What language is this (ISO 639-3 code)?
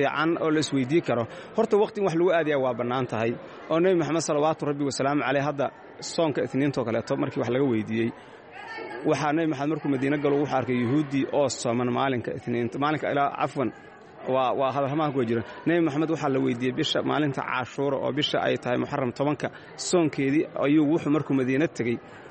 som